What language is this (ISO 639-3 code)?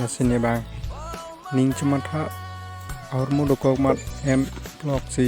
mjw